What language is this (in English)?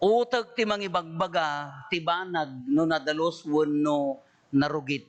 Iloko